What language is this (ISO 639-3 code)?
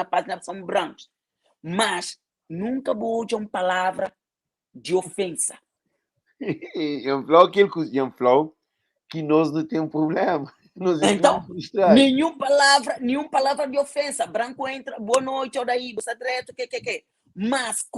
kea